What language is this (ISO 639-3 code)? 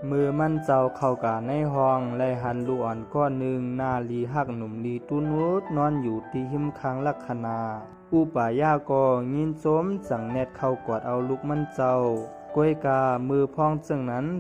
shn